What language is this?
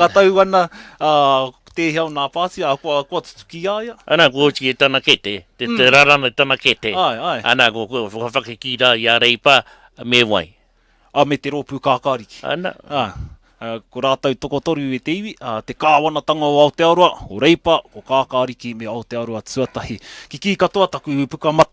Māori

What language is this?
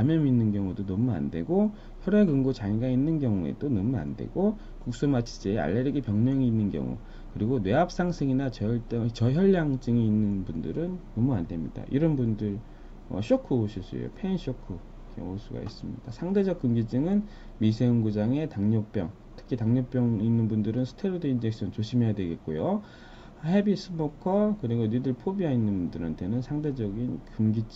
Korean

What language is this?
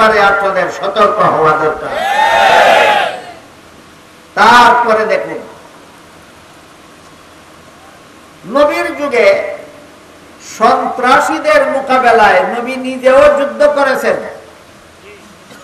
Bangla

